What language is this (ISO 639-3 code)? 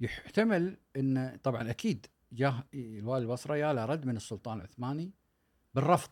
afb